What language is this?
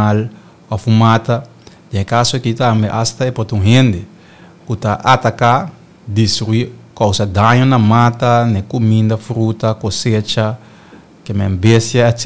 Papiamento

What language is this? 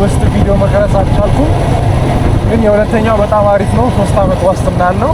Amharic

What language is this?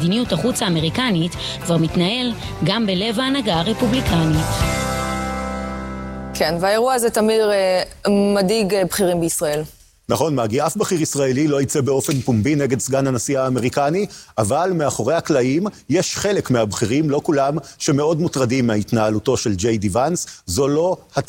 Hebrew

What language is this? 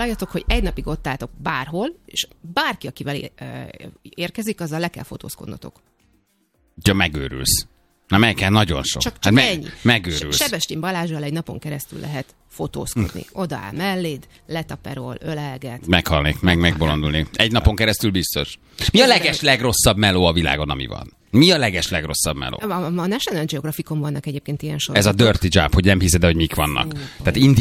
Hungarian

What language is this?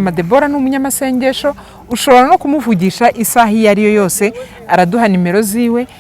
Kinyarwanda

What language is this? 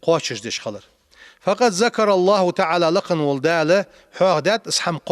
Ingush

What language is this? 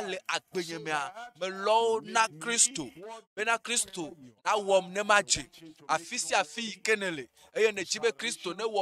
Ewe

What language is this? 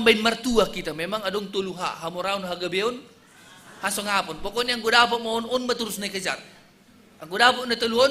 Batak Simalungun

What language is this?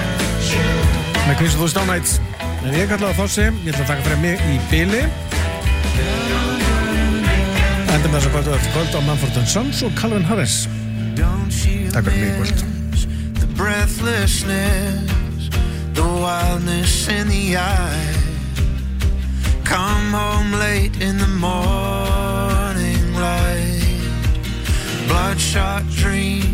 Icelandic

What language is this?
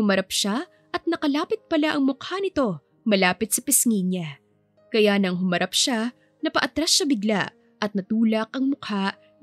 Filipino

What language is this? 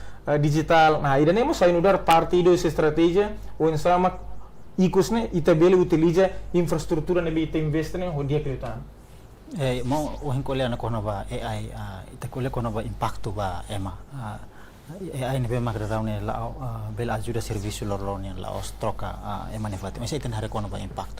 Tetum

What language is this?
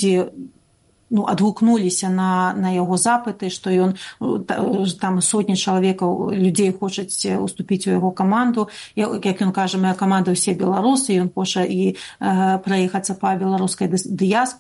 Belarusian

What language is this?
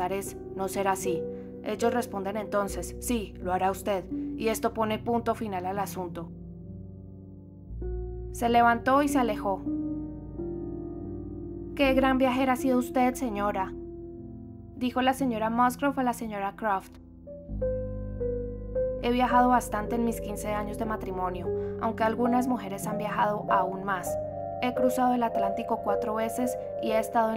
Spanish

